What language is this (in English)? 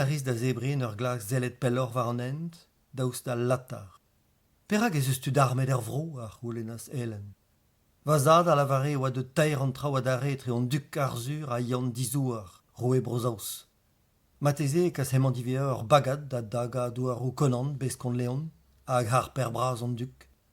Breton